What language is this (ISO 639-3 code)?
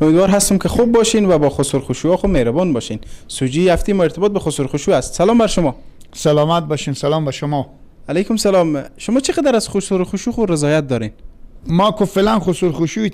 fas